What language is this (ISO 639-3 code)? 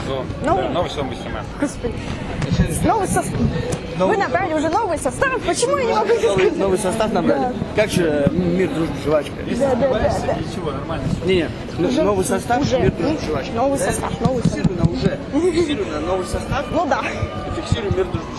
rus